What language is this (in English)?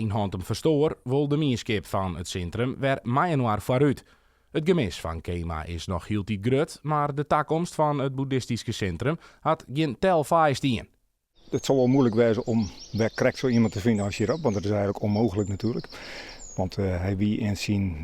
Western Frisian